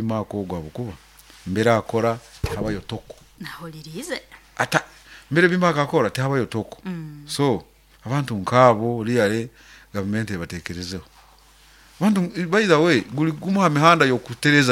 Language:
Nyoro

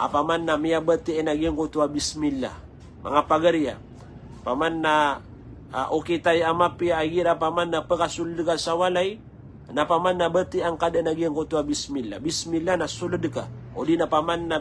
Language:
Maranao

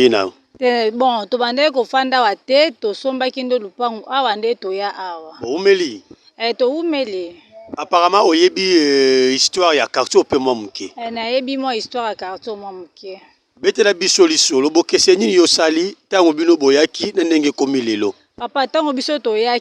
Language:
Lingala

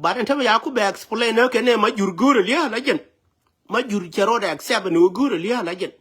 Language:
Nuer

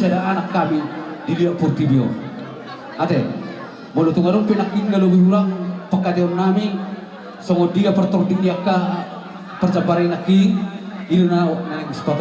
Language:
Batak Toba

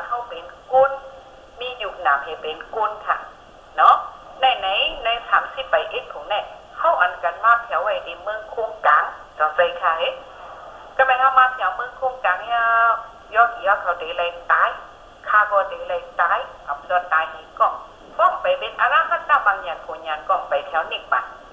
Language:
Shan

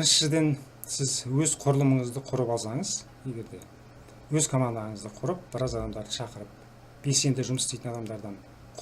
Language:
Kazakh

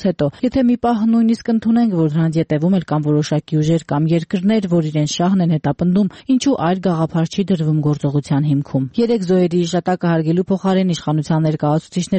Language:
Armenian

